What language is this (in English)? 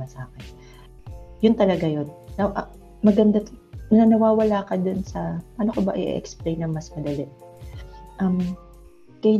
Filipino